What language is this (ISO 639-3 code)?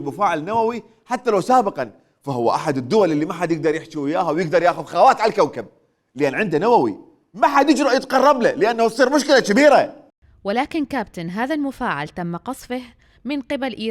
acm